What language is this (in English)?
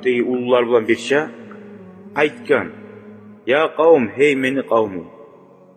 Kumyk